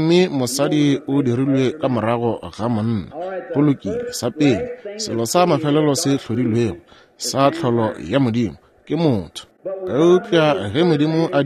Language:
Northern Sotho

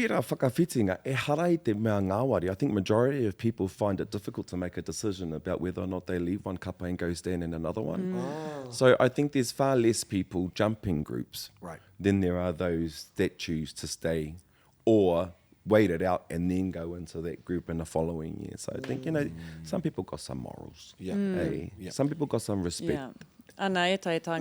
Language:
Māori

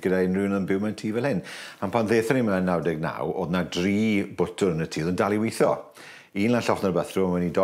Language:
Welsh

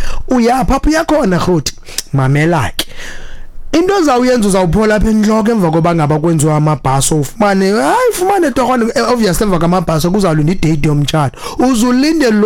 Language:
Xhosa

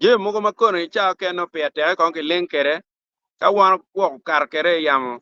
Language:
Acoli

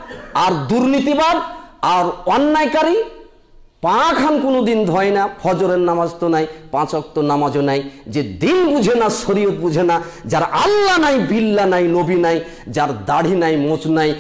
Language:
Bangla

